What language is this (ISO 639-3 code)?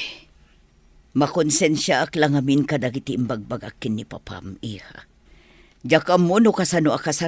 ilo